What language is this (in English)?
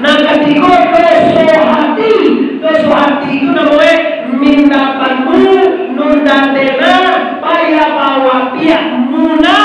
Minangkabau